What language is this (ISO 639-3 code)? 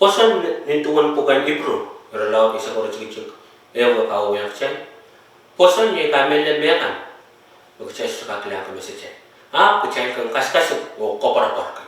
pon